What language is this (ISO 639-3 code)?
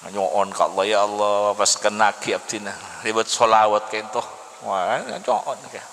mad